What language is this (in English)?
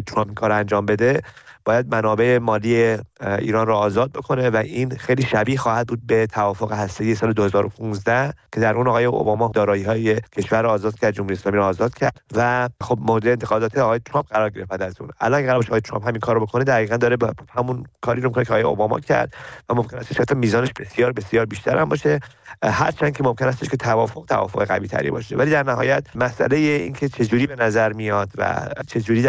Persian